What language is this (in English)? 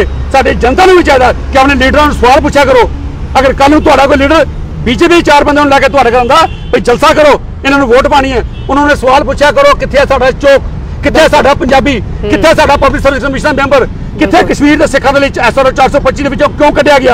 Punjabi